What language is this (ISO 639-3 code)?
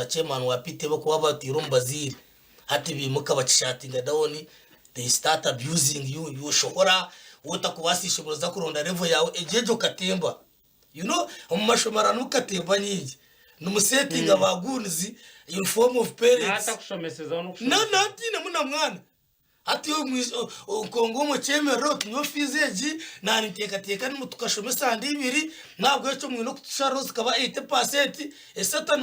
nyn